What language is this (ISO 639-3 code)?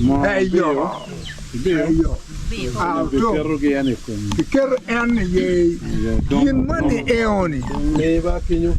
ach